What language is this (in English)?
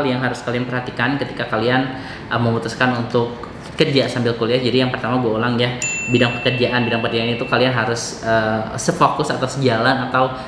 Indonesian